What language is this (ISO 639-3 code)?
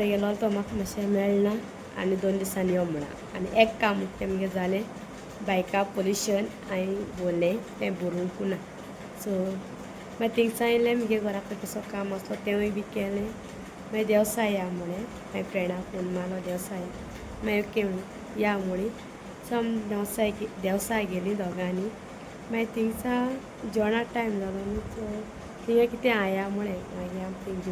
kok